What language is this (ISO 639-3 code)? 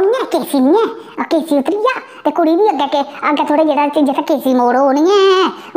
doi